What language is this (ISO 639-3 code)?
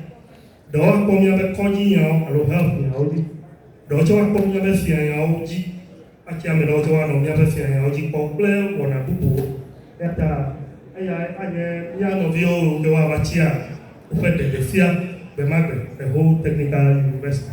ewe